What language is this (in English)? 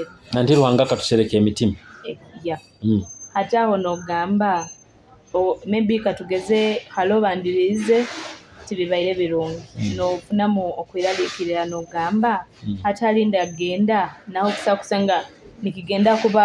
Nyoro